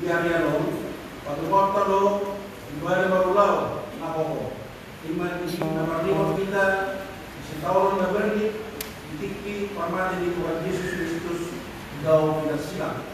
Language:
Batak Toba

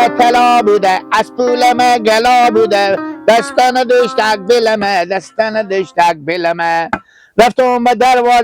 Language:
Hazaragi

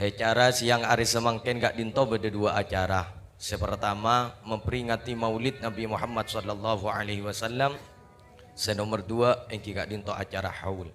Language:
Madurese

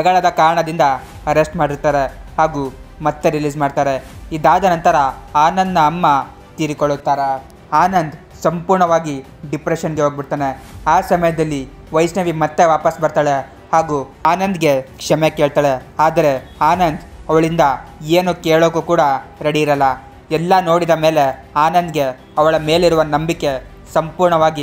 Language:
Kannada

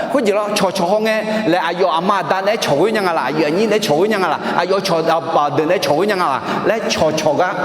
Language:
Akha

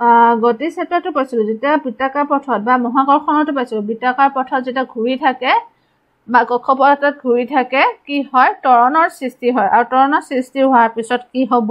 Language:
Assamese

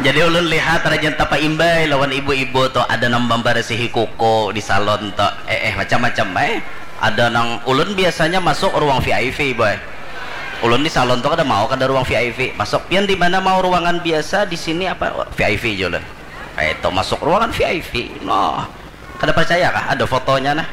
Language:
Banjar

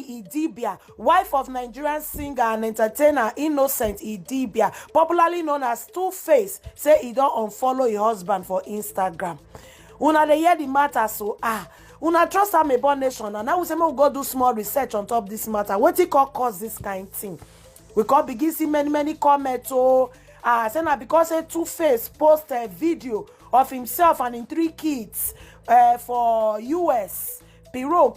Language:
Nigerian Pidgin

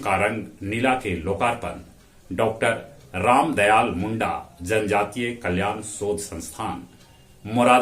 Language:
Magahi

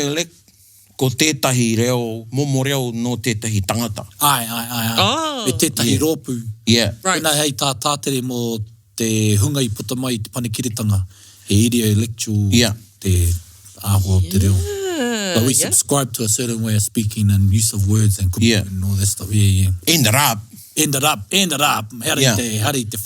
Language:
Māori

